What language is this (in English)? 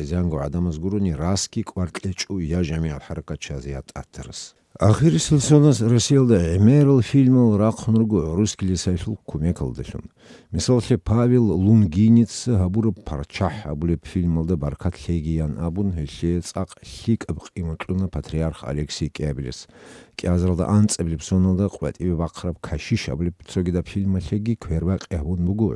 Avaric